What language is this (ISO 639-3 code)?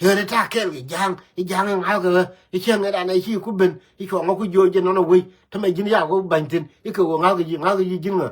nus